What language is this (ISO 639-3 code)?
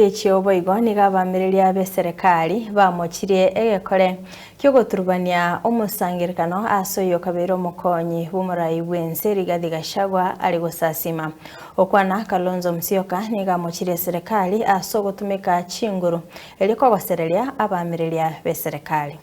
guz